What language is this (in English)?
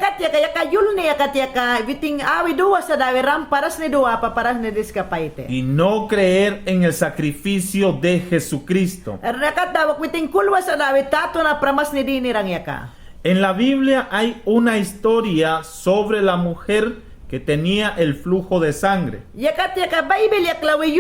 Mayangna